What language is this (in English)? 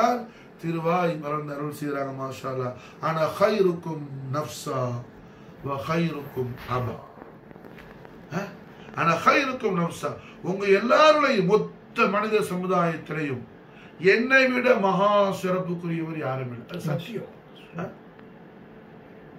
Tamil